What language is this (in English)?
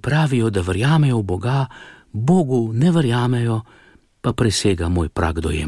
Slovenian